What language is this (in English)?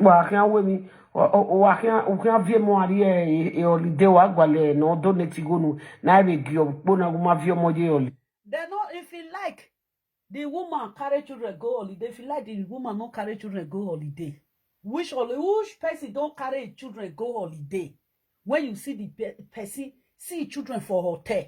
Nigerian Pidgin